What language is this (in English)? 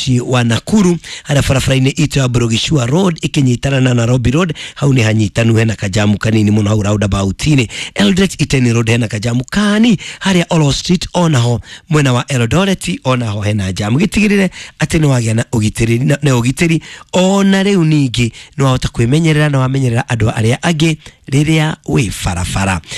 Kikuyu